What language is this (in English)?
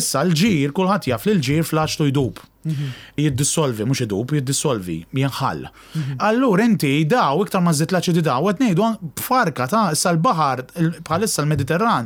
Maltese